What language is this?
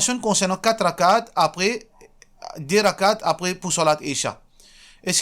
Morisyen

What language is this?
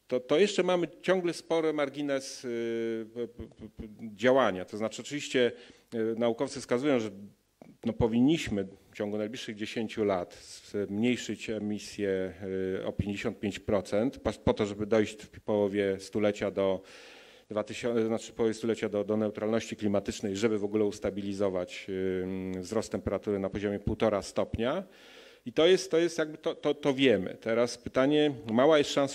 Polish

